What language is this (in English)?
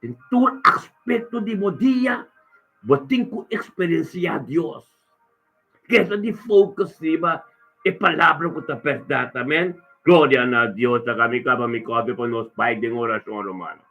Papiamento